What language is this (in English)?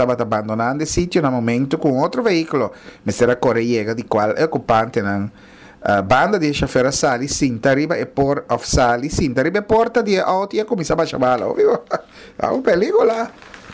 Papiamento